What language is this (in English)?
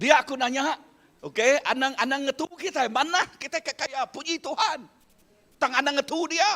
Iban